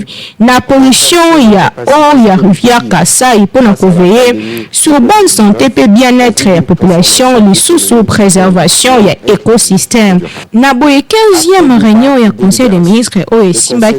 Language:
Lingala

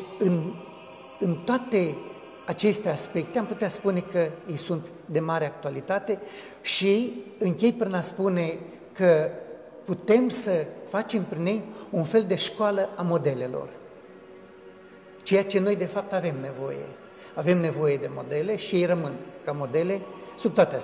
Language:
Romanian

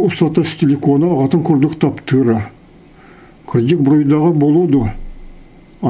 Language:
Yakut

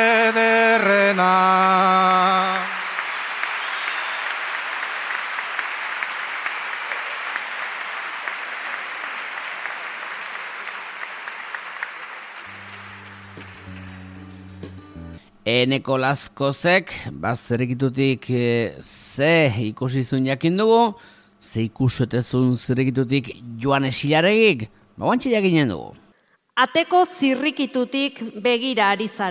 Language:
Basque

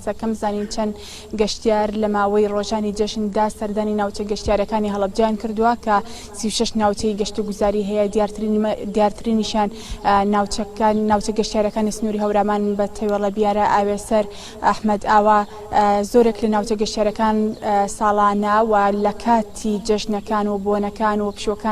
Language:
Central Kurdish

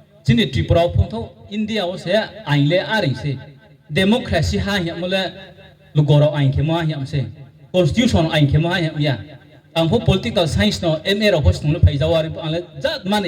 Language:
Riang (India)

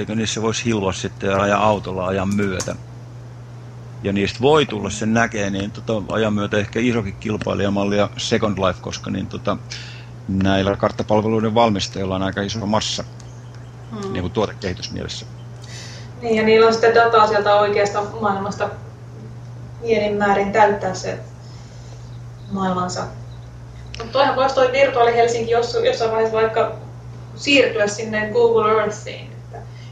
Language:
Finnish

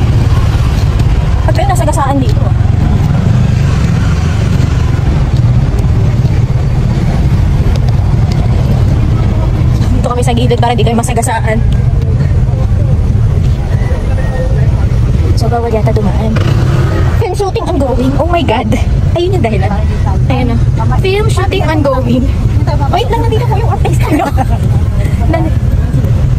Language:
Filipino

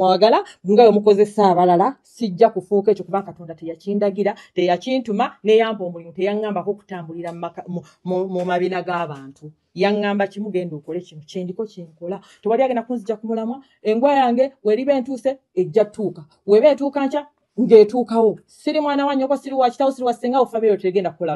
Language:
Ganda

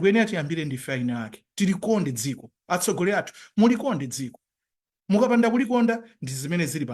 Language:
Nyanja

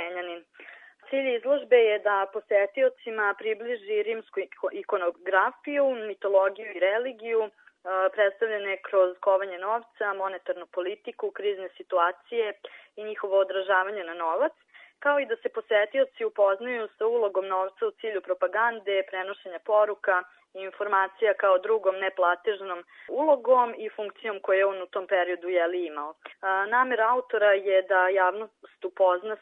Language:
Serbian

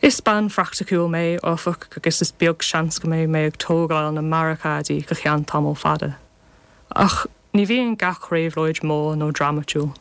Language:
Irish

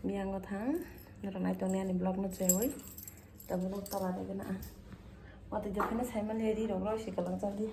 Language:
Kok Borok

